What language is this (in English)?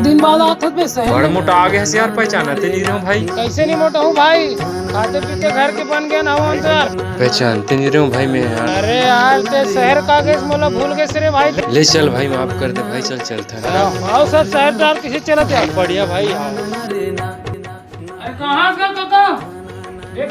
Chhattisgarhi